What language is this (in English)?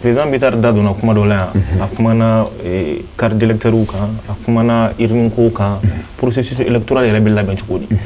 Bambara